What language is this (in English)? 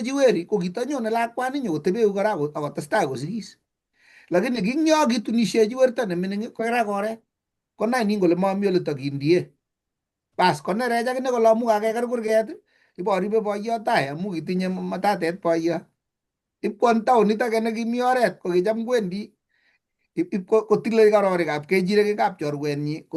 Kalenjin